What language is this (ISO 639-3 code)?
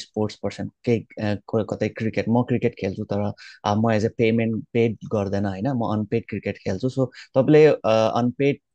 nep